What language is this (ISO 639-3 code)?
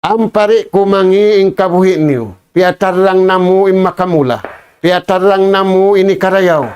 tsg